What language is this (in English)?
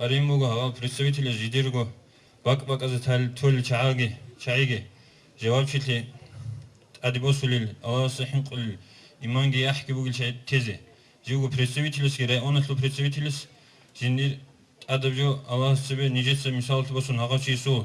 Avaric